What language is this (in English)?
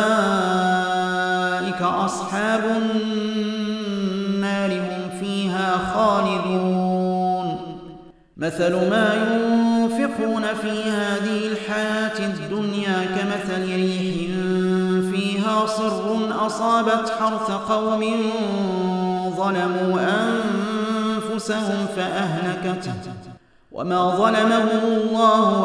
Arabic